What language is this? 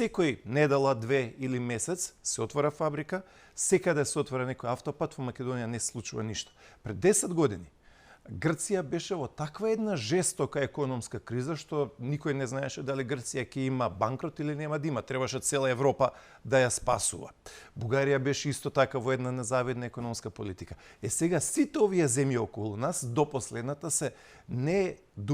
Macedonian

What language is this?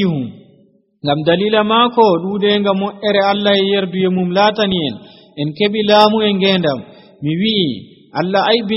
Nigerian Fulfulde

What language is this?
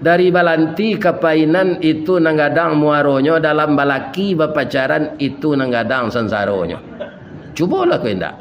Minangkabau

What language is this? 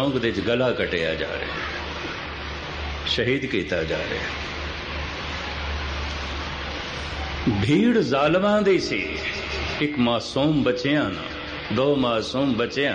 Punjabi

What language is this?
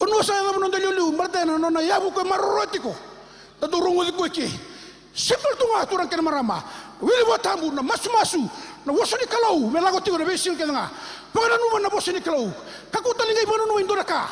Fijian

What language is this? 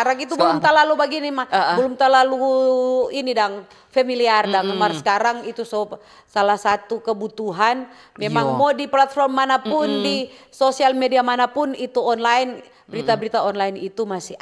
Manado Malay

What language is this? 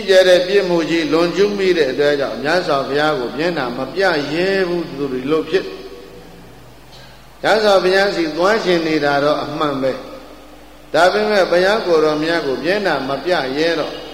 Burmese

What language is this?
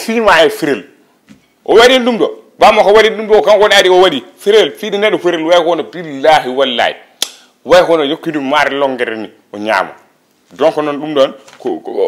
Fula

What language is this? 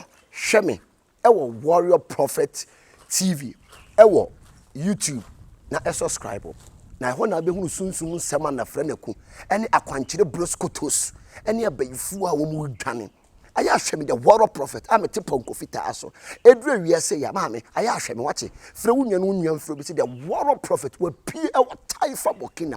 Akan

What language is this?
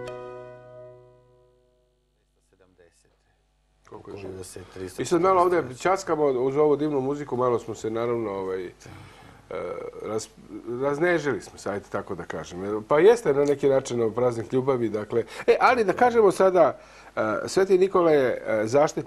Serbian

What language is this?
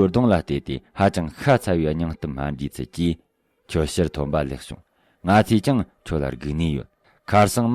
Tibetan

